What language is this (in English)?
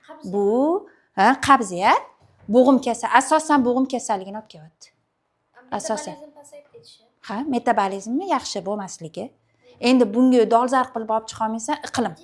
Uzbek